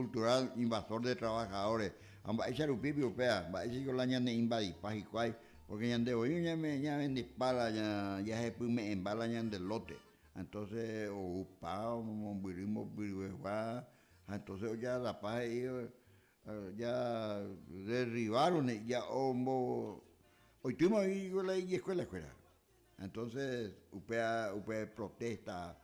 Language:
Guarani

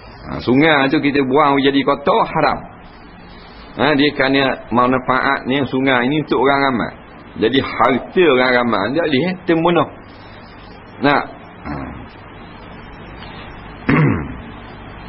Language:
Malay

